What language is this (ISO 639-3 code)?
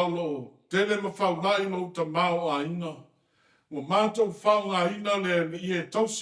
smo